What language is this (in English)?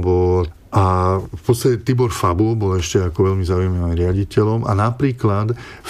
Slovak